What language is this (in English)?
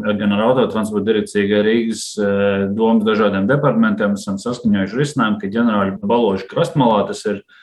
Latvian